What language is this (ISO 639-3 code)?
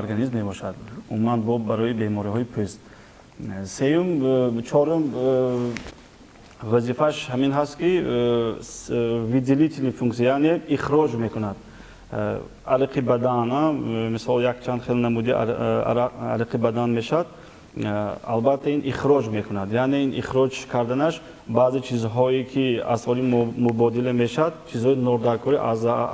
tgk